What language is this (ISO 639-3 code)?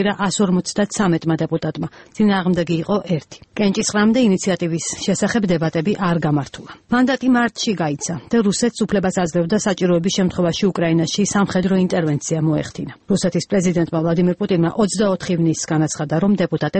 kat